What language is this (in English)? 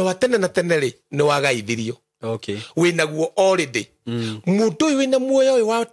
Kikuyu